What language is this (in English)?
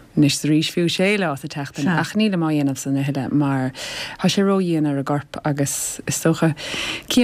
Irish